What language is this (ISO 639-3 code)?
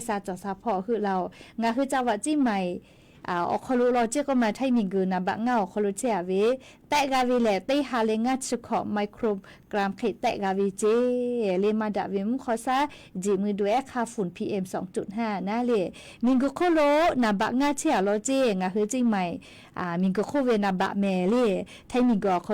lhu